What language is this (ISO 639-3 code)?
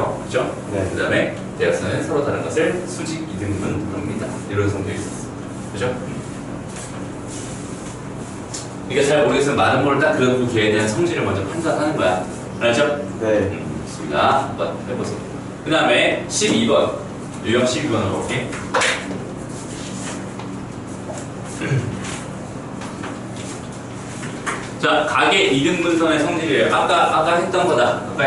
kor